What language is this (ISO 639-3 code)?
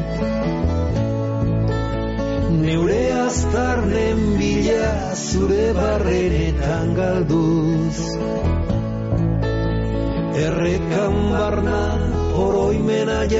eus